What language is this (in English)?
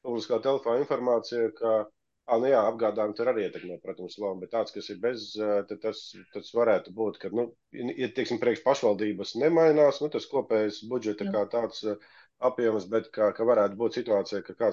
Latvian